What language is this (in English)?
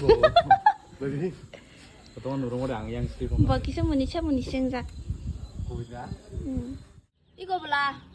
Kok Borok